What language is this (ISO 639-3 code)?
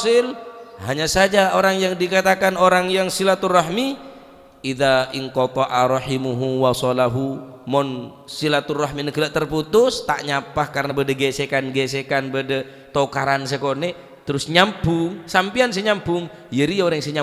mad